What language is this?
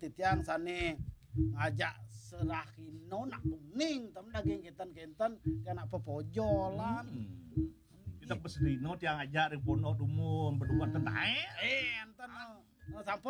Balinese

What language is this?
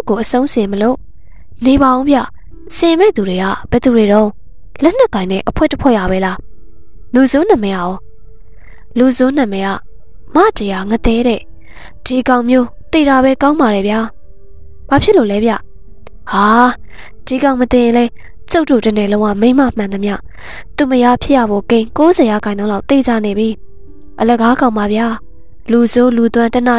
Burmese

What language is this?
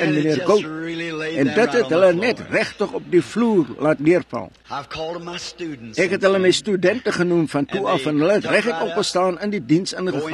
Afrikaans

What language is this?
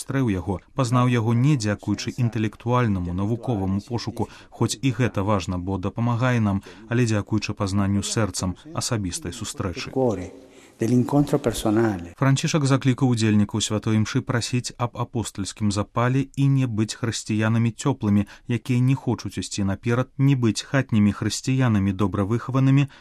Belarusian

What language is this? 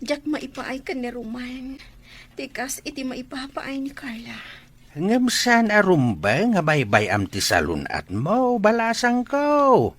Iloko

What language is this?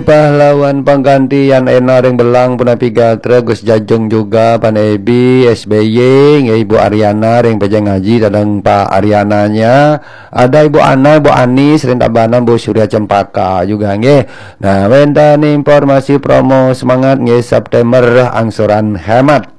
Balinese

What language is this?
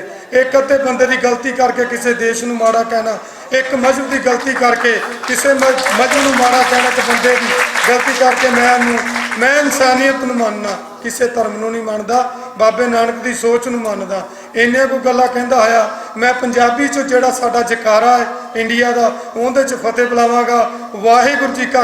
Western Panjabi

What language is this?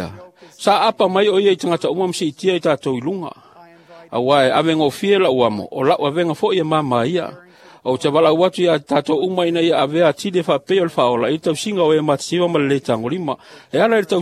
Samoan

